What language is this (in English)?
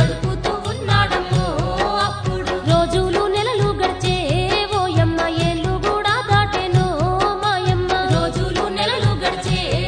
Telugu